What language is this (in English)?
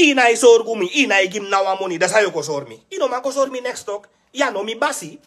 Sranan Tongo